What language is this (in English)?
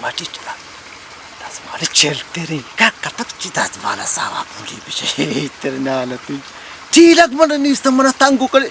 Baluchi